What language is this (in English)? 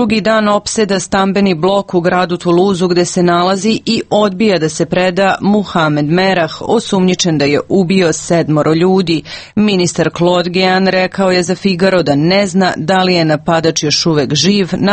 Serbian